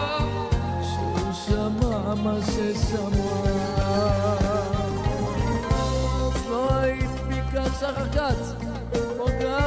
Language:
Hebrew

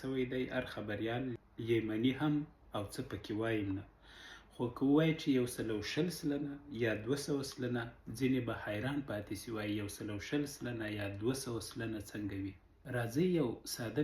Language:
Pashto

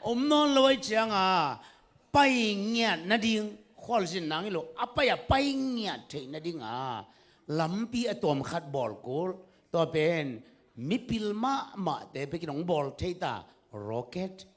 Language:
Tedim Chin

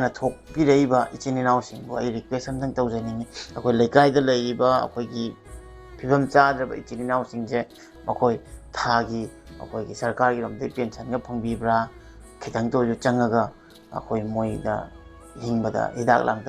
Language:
Manipuri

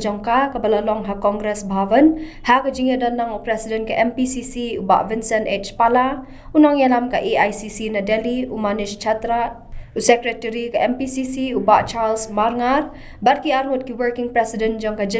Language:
Khasi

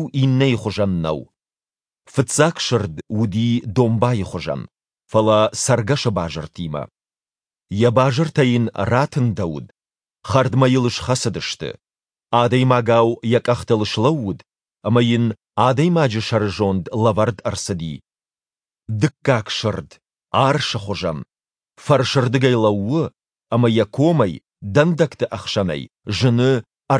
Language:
Ossetic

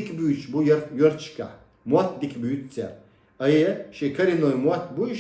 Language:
Chechen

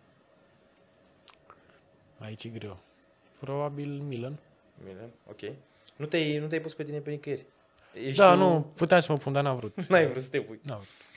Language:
Romanian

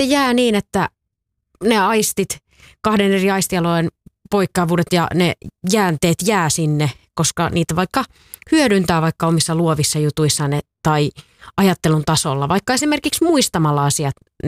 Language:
Finnish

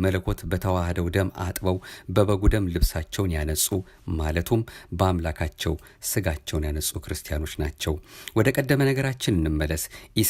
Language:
Amharic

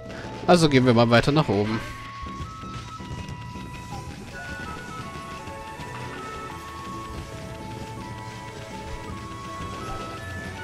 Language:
German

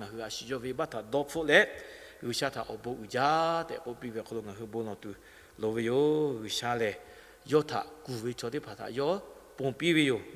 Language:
Lahu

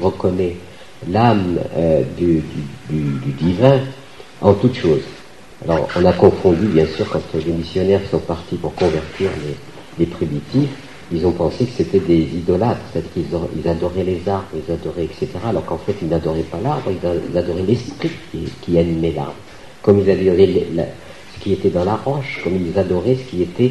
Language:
French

